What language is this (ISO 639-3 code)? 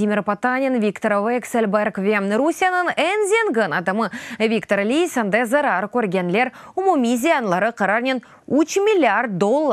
crh